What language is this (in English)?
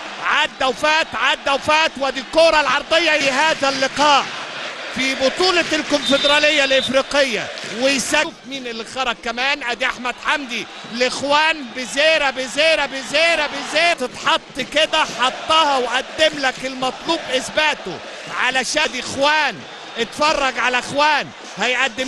Egyptian Arabic